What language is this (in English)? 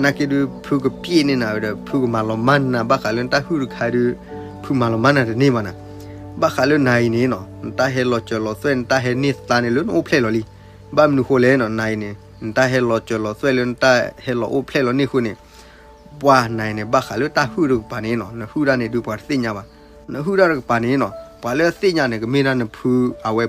S'gaw Karen